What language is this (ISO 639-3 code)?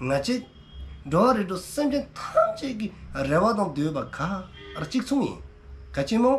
dzo